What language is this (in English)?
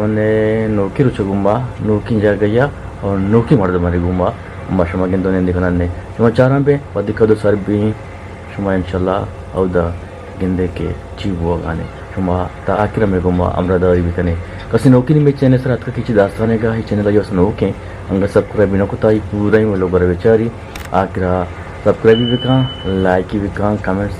Eastern Balochi